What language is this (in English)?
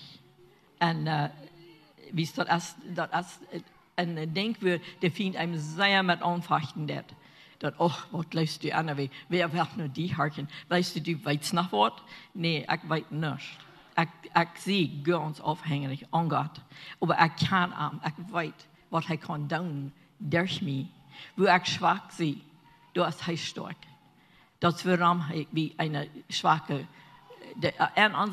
Plautdietsch